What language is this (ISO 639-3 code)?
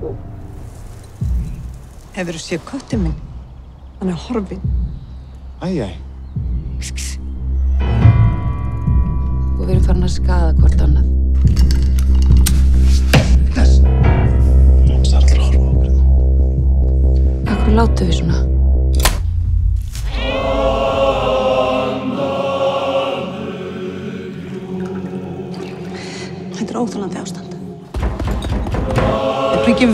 isl